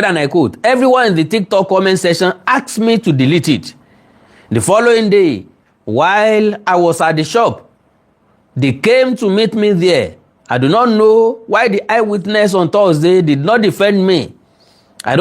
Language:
Yoruba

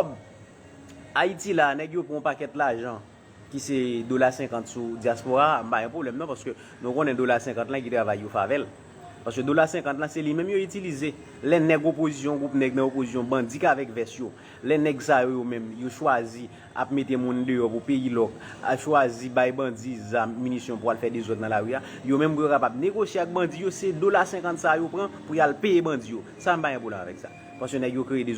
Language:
Haitian Creole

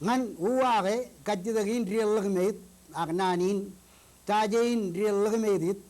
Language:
Marshallese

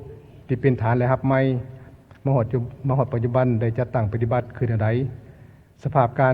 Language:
Lao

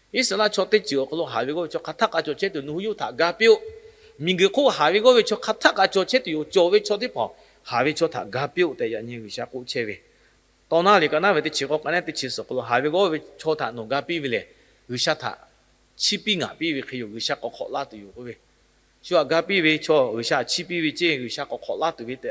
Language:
Lahu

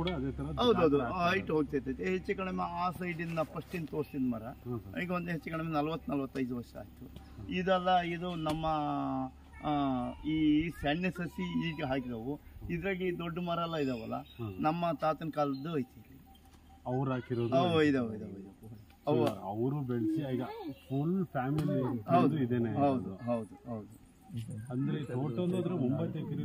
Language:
Kannada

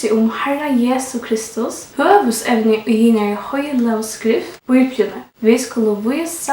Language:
Faroese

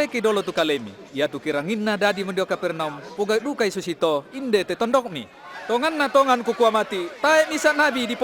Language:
Toraja-Sa'dan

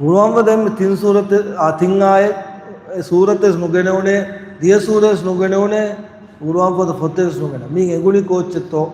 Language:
Divehi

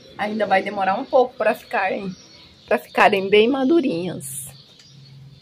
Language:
Portuguese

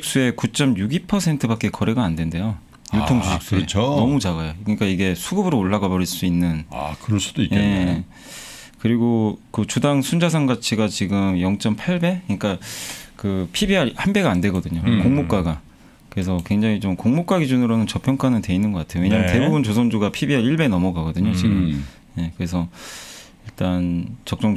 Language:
Korean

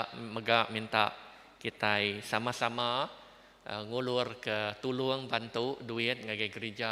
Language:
Iban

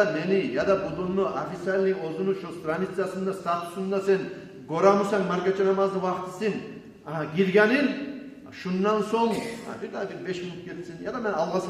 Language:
Kumyk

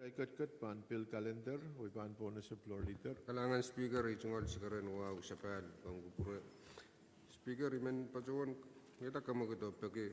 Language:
Pohnpeian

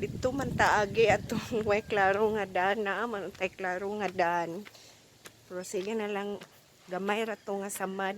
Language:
Cebuano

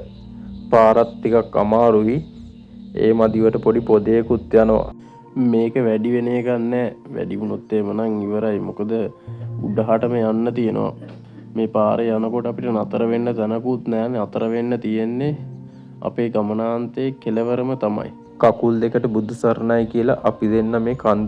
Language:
Sinhala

